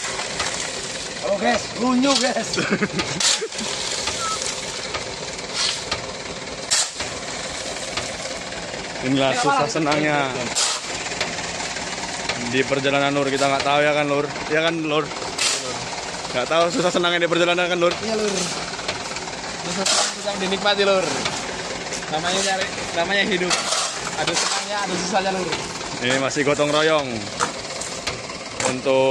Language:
Indonesian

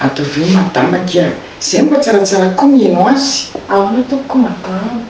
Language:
Malagasy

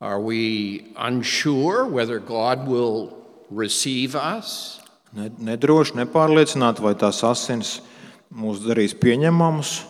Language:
Latvian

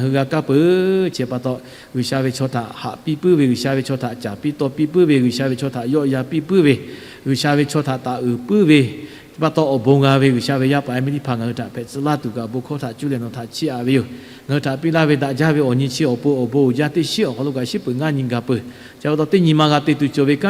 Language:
Lahu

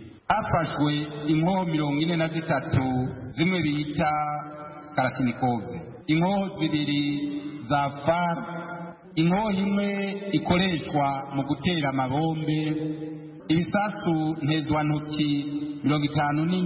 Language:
Kinyarwanda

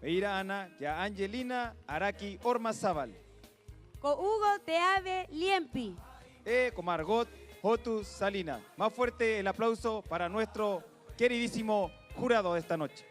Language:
Rapanui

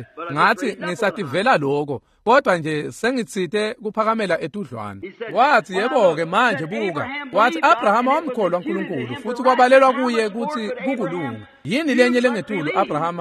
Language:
Swati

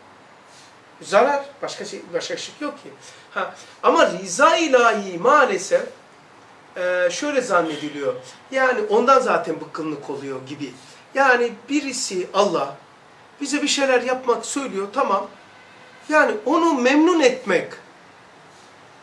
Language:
Turkish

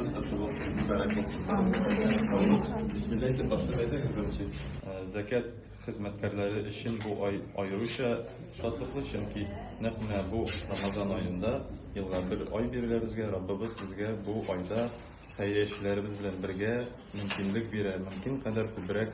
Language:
Tatar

